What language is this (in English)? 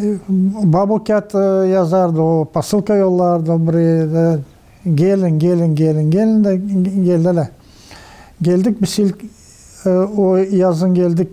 Gagauz